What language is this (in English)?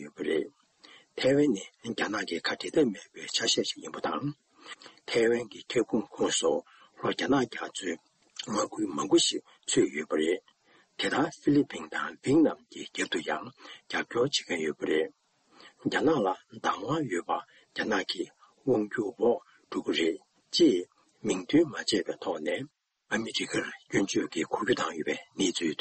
Tibetan